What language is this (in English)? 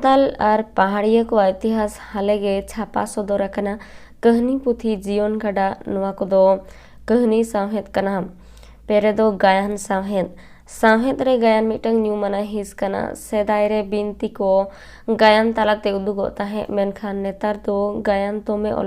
Santali